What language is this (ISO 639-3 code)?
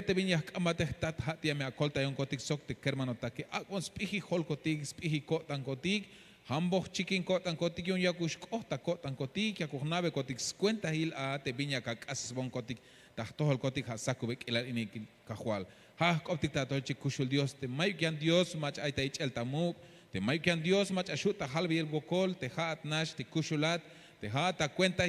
tzh